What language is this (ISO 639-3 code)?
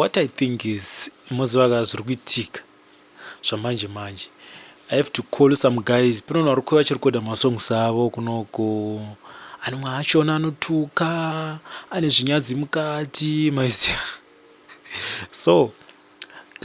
sna